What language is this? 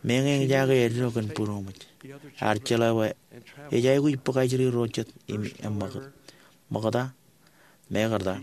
Marshallese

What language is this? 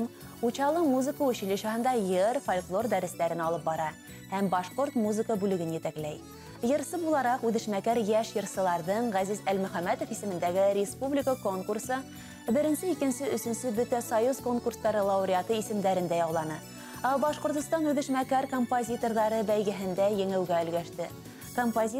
Bashkir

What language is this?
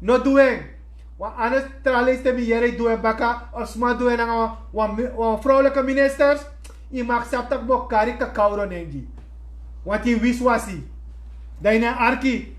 Sranan Tongo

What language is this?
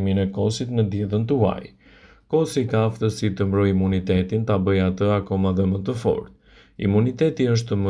Albanian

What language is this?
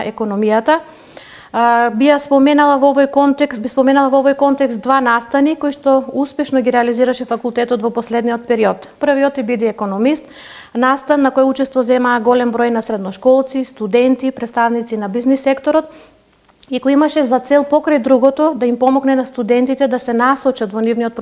Macedonian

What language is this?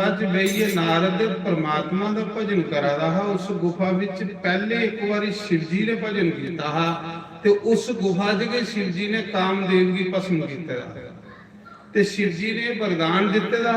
Dogri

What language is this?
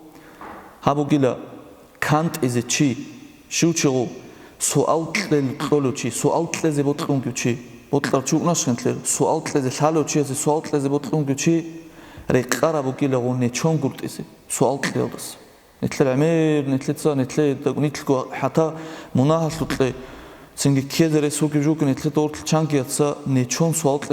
Avaric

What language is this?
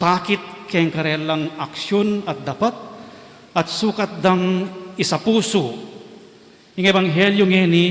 Pampanga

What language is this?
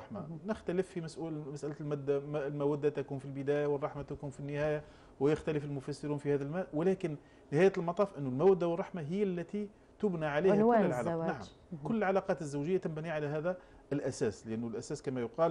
Arabic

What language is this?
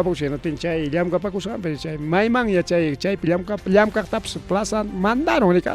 Ayacucho Quechua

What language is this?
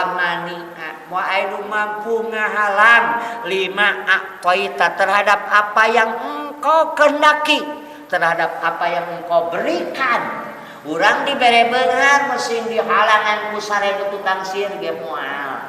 Sundanese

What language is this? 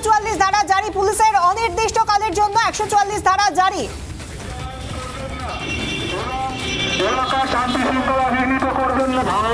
Bangla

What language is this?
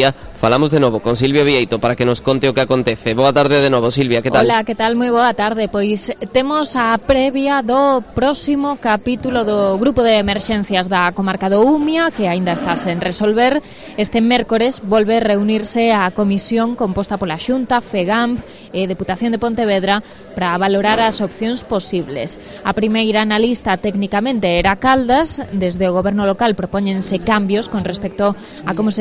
Galician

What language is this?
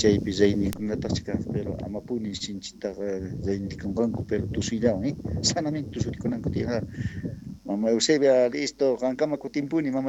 South Bolivian Quechua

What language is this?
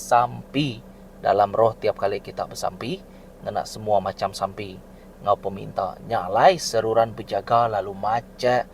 Iban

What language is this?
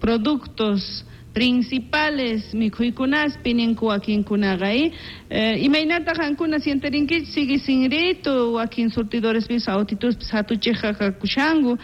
South Bolivian Quechua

